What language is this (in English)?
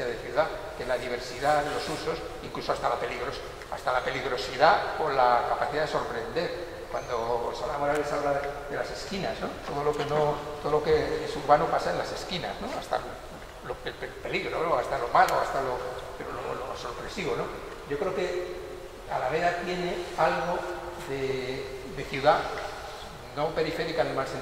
Spanish